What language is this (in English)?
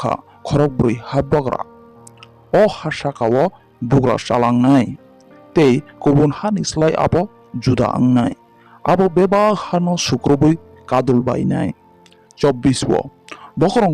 Kok Borok